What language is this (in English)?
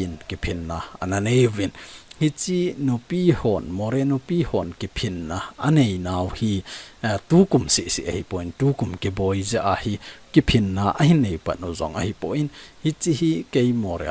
Thado Chin